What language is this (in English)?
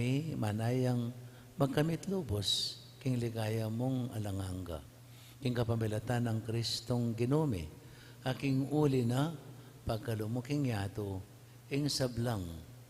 Pampanga